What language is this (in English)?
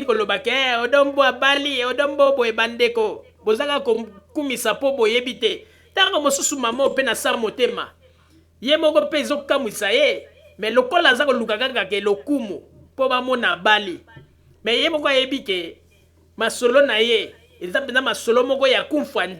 Lingala